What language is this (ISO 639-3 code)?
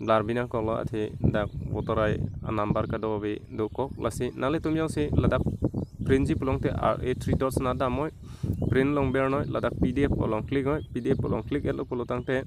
mjw